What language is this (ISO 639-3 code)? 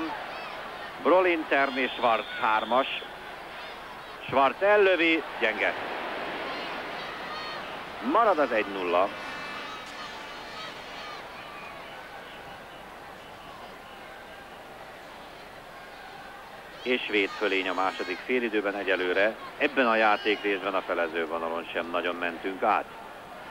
hun